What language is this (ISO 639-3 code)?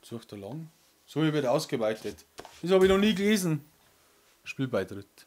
bar